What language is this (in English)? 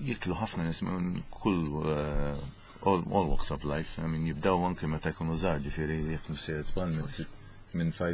Maltese